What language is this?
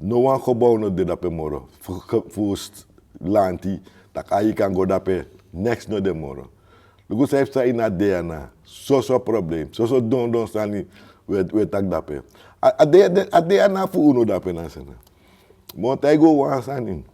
Sranan Tongo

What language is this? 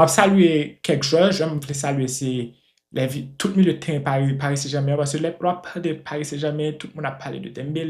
Haitian Creole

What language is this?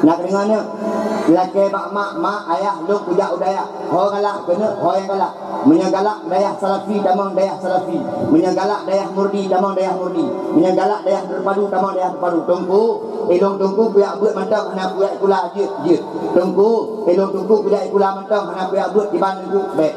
Achinese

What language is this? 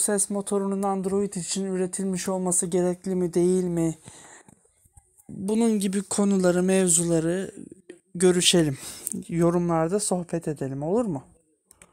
Turkish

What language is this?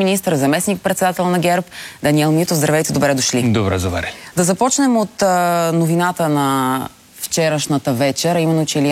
Bulgarian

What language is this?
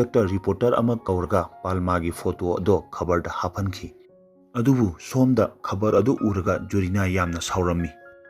Manipuri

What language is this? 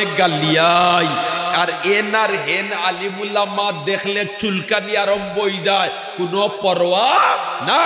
Sylheti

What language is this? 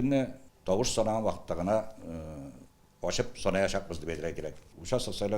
Tatar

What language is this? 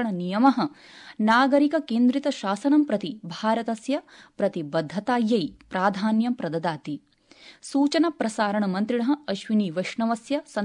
Sanskrit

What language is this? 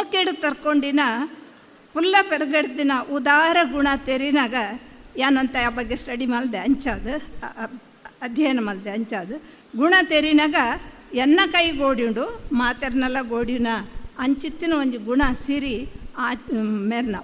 Tulu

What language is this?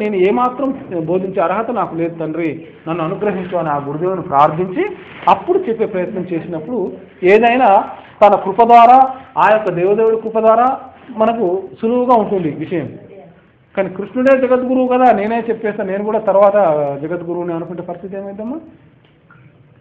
Telugu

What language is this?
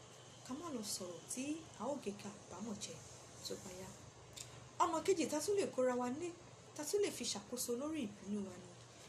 Yoruba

